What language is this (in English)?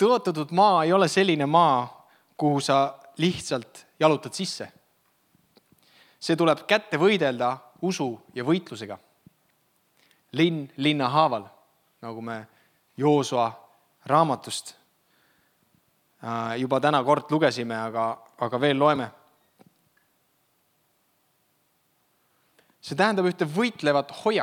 Estonian